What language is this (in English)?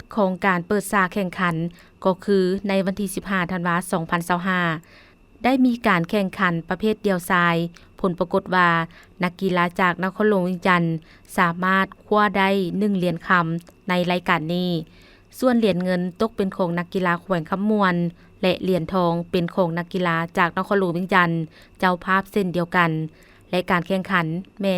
Lao